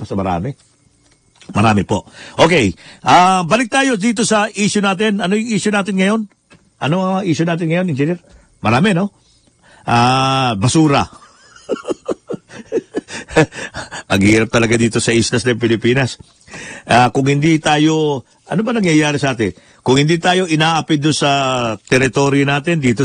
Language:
Filipino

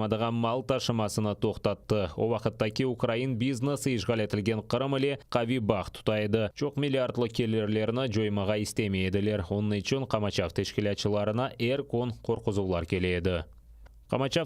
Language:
Crimean Tatar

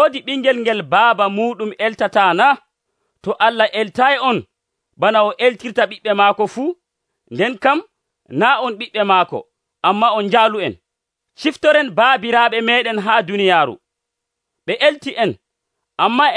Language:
Nigerian Fulfulde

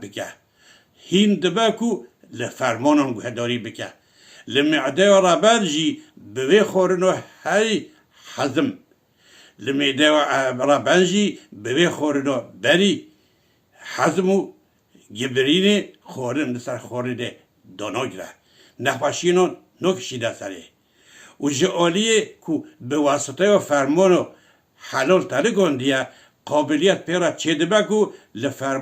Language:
Kurdish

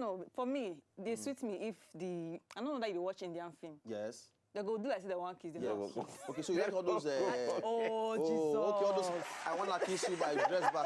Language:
Nigerian Pidgin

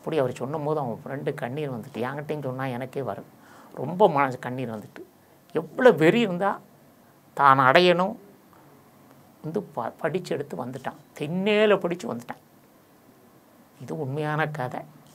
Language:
Tamil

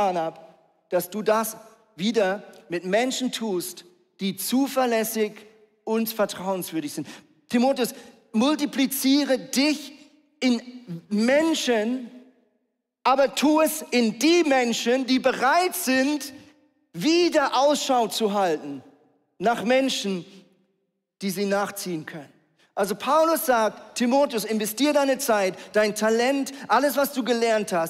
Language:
Swiss German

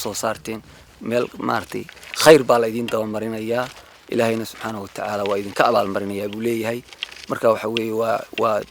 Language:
Somali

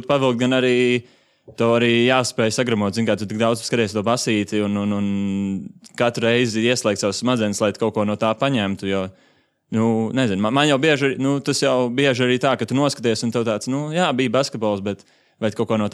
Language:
Latvian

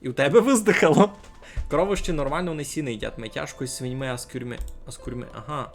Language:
Rusyn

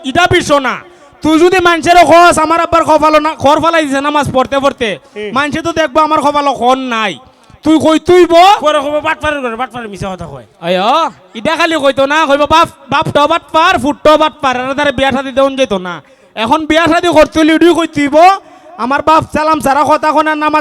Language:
Sylheti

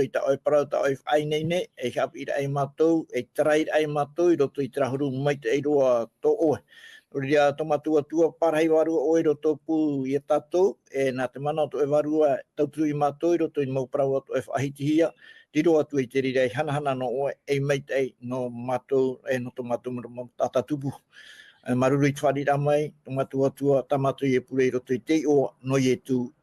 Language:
Tahitian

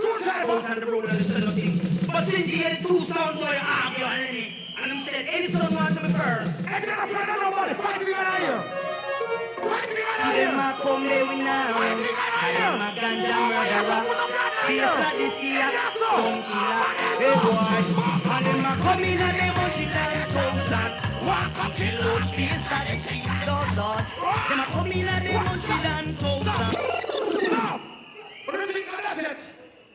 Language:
Jamaican Creole English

